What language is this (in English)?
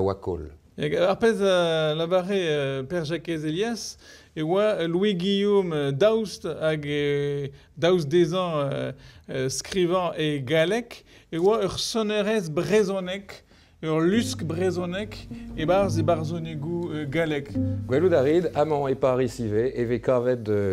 Breton